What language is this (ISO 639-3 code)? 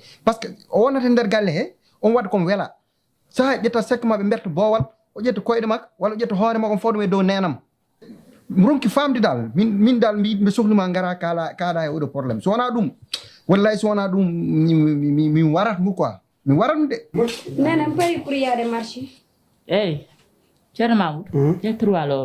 ful